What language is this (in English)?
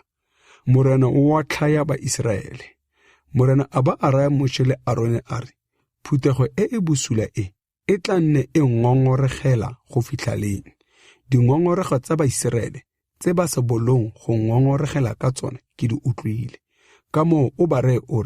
Tswana